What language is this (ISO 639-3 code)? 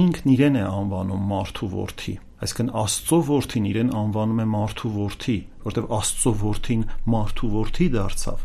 hye